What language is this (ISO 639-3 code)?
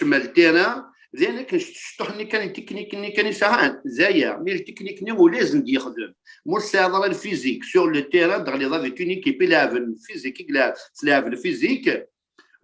kab